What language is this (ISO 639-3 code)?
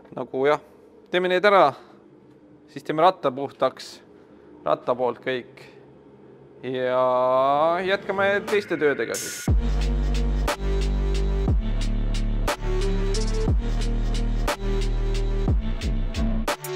est